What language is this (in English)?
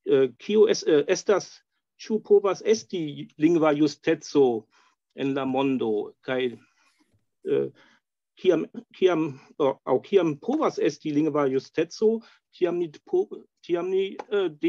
Esperanto